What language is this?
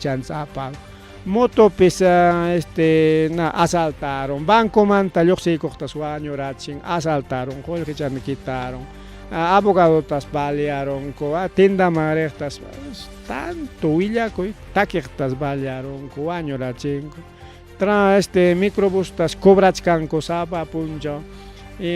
Ayacucho Quechua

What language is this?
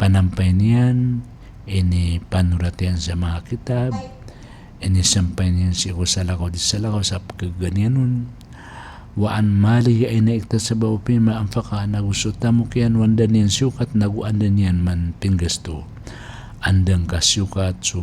Maranao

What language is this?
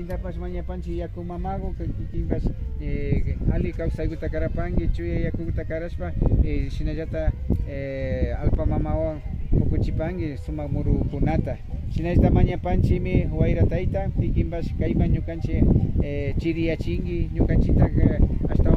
Imbabura Highland Quichua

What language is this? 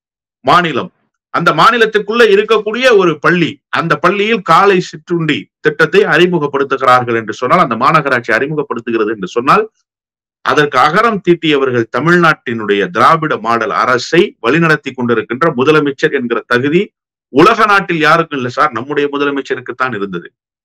Tamil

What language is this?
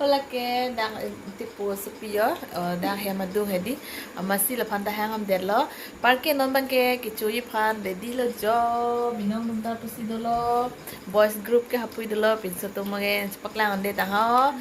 Karbi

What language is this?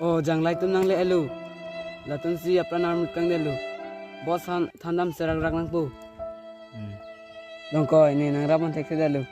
Karbi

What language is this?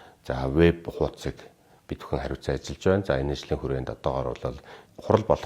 Mongolian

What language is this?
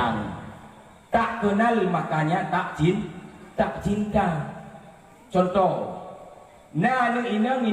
Achinese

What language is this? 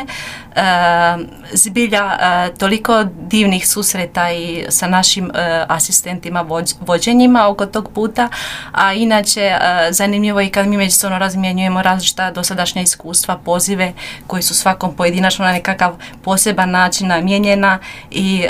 Croatian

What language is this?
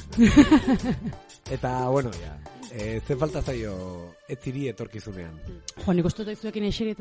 Basque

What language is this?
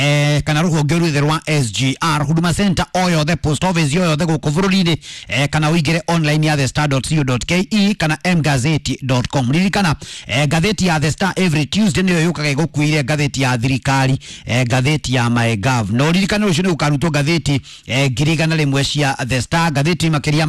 Kikuyu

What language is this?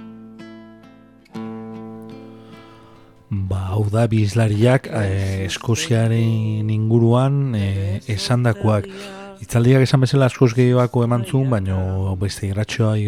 Basque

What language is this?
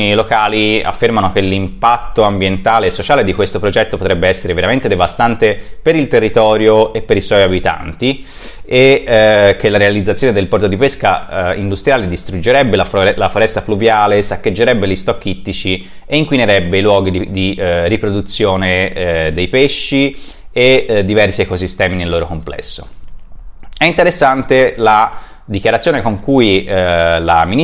Italian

